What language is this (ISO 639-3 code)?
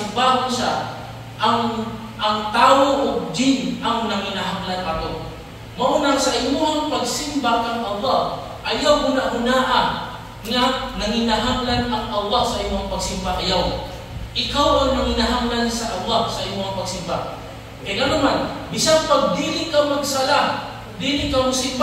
ceb